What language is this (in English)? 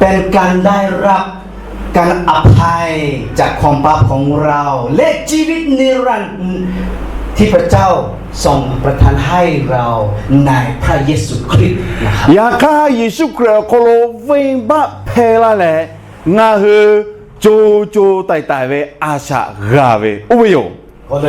Lahu